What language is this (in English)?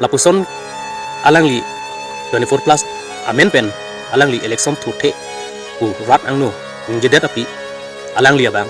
Karbi